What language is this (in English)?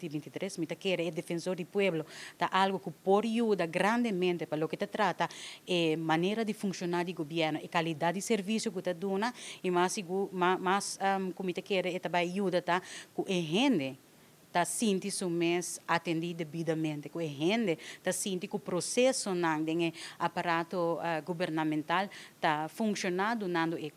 Papiamento